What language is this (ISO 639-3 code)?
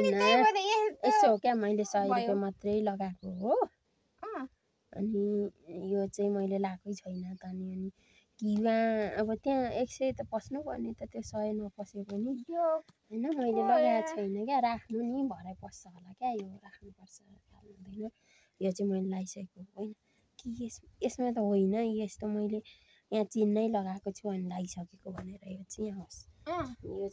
nep